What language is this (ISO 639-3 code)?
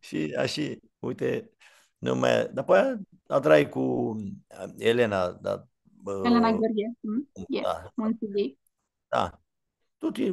rup